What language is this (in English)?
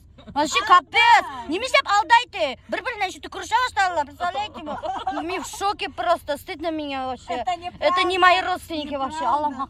Bashkir